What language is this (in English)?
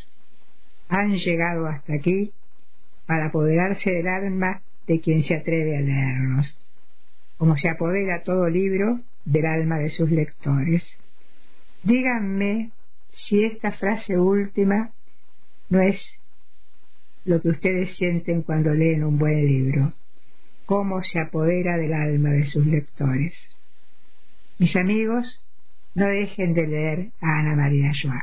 Spanish